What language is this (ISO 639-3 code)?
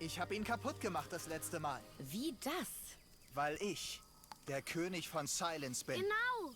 gsw